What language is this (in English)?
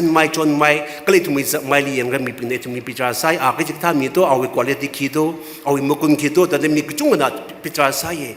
Tangkhul Naga (India)